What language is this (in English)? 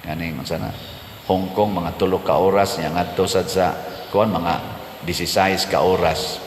Cebuano